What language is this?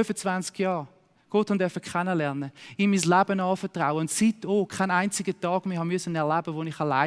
Swiss German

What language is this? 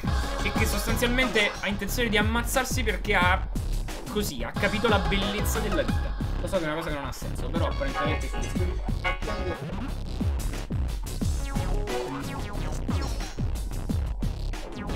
Italian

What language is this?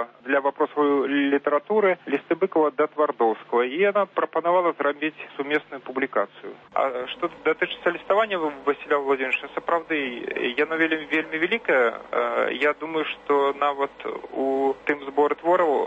Belarusian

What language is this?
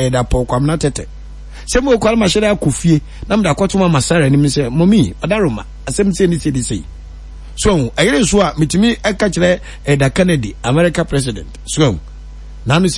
Akan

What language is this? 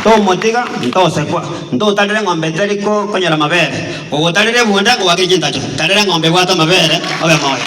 Gusii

